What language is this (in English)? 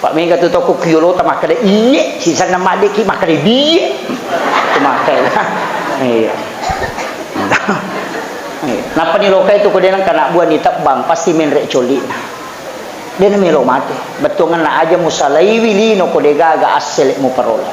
Buginese